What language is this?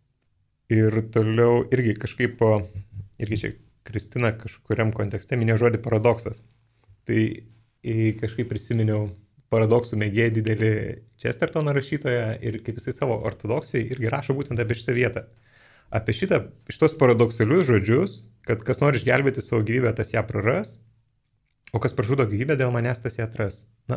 Lithuanian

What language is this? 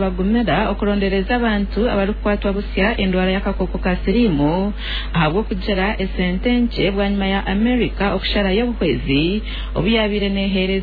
Nyankole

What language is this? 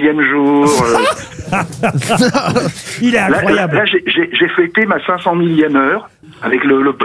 French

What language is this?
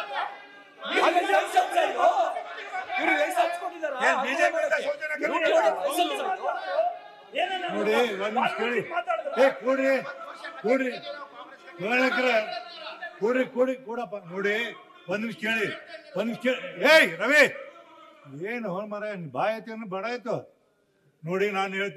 Kannada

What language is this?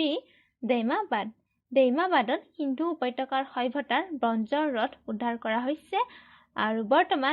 Assamese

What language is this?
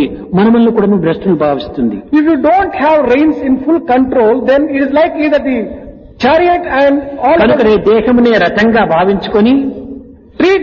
Telugu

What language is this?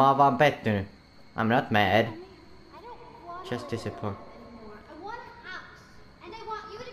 Finnish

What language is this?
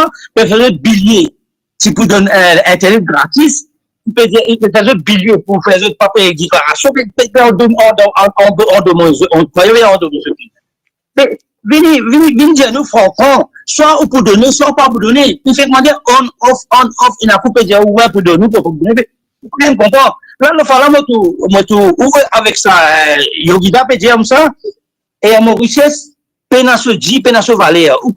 Morisyen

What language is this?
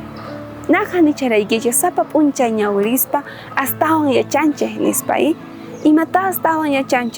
South Bolivian Quechua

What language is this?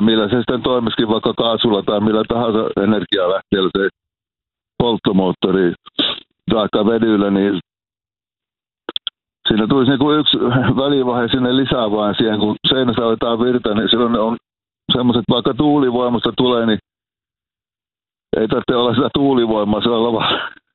Finnish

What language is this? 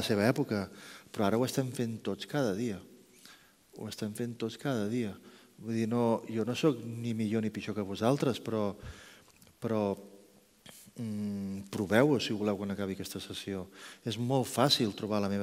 Catalan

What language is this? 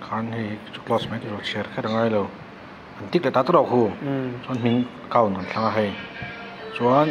Mizo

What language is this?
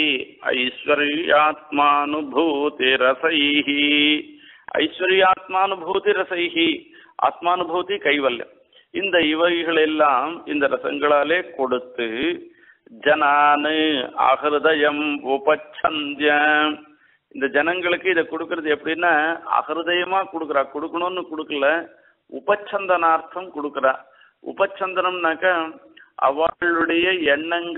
Tamil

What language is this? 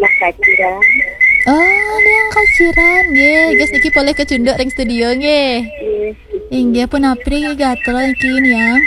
Balinese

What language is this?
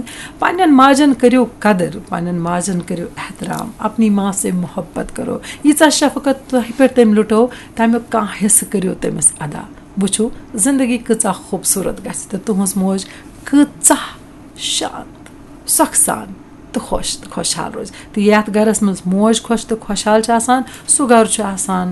Kashmiri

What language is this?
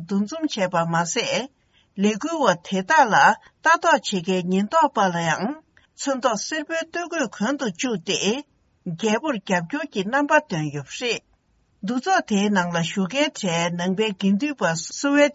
Tibetan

